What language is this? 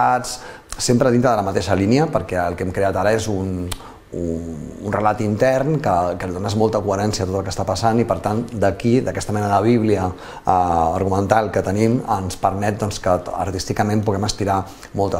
Catalan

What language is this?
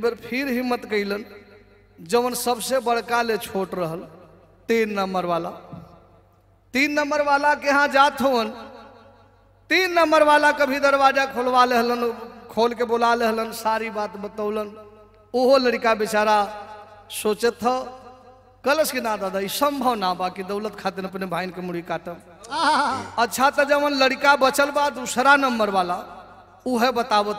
Bhojpuri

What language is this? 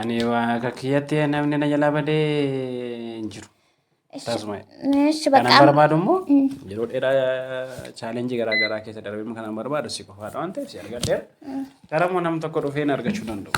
Oromo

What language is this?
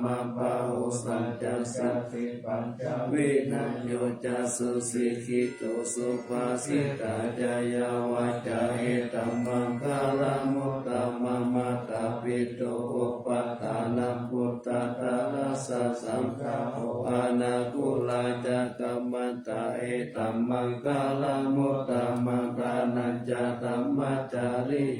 Pali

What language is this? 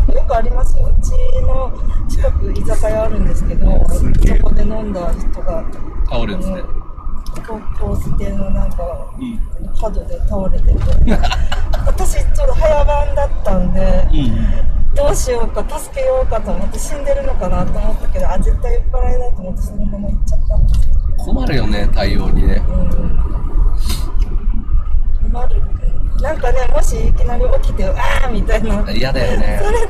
Japanese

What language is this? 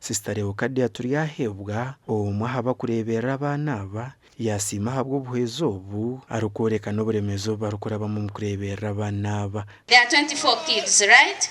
Nyankole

